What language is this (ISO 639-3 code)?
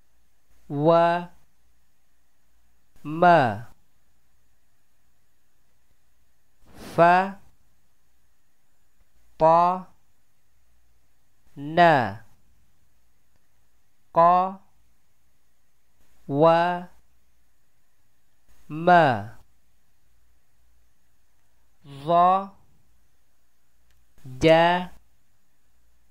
msa